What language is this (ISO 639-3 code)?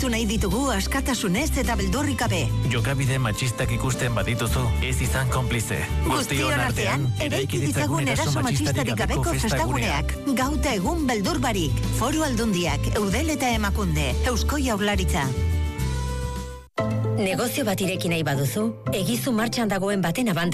eus